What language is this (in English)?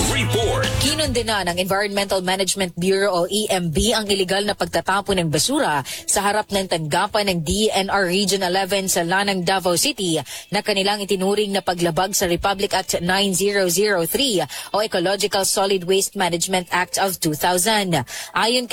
Filipino